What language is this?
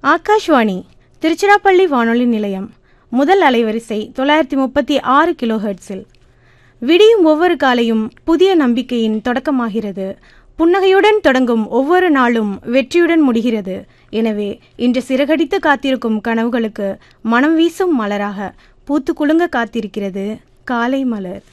Tamil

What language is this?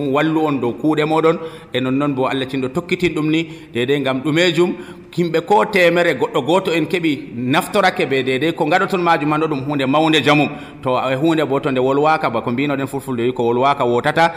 Nigerian Fulfulde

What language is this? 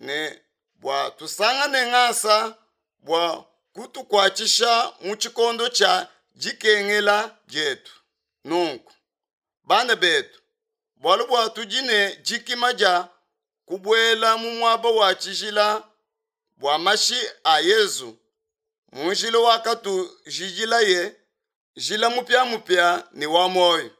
Luba-Lulua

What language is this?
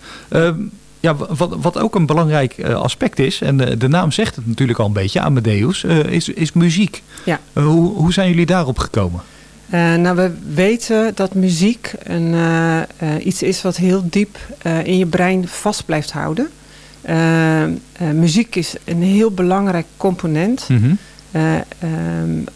Dutch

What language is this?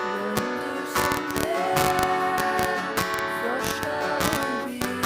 Faroese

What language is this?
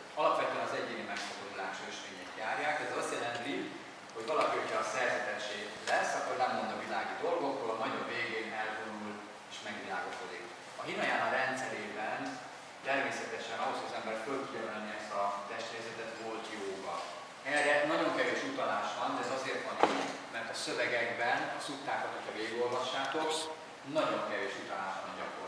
Hungarian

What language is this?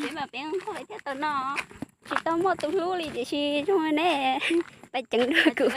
Hmong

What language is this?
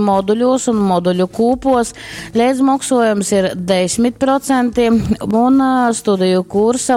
Latgalian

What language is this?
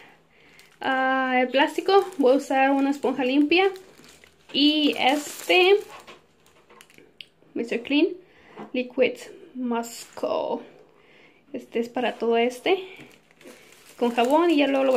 Spanish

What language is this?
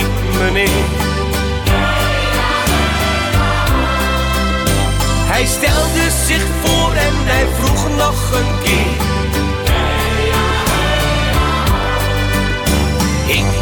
Dutch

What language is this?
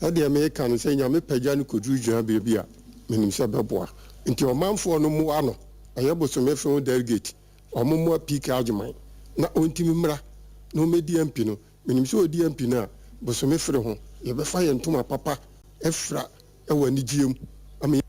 Akan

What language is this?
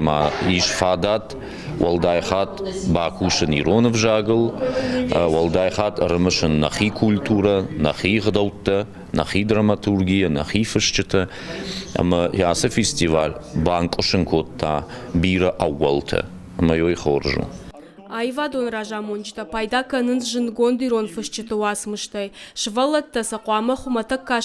Ossetic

